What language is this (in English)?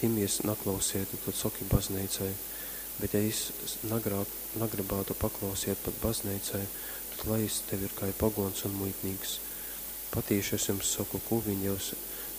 Latgalian